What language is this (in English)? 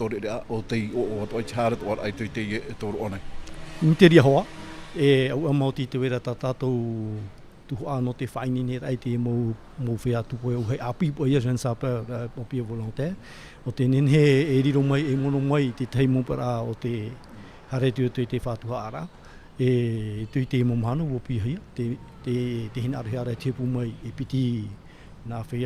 Tahitian